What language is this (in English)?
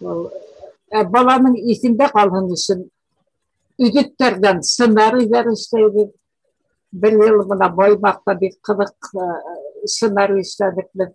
Bashkir